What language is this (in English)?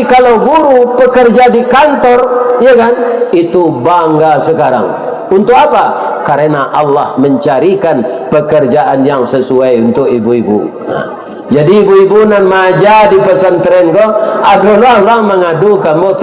Minangkabau